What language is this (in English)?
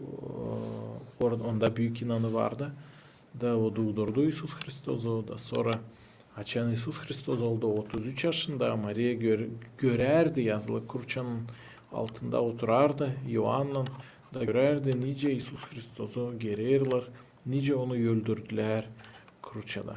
Gagauz